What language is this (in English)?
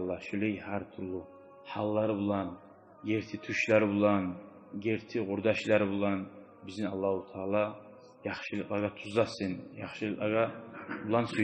Kumyk